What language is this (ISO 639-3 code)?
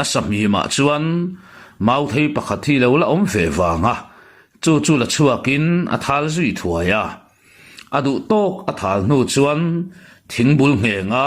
lus